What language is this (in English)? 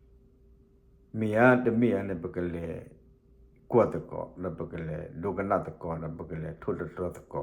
S'gaw Karen